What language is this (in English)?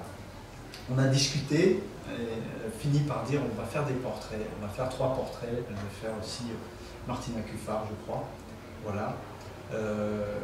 French